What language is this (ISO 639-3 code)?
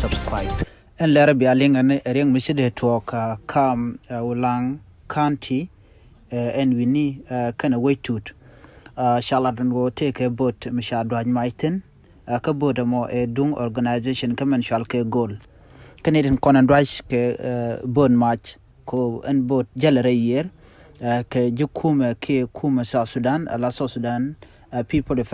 nus